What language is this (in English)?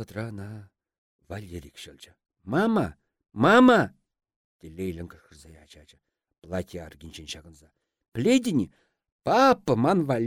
Chuvash